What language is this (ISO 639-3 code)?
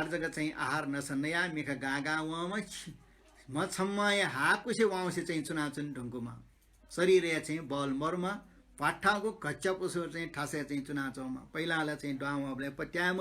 new